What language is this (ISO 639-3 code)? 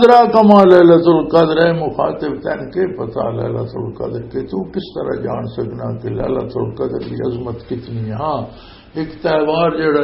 lah